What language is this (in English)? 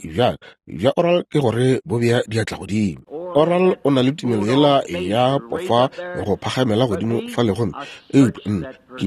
Northern Sotho